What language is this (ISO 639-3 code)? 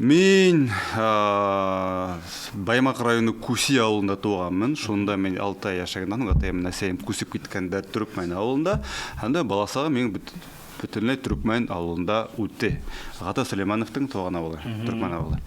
bak